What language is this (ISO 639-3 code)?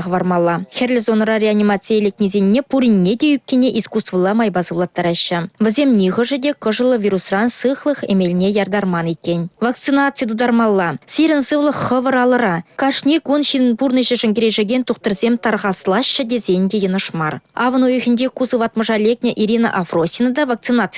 chv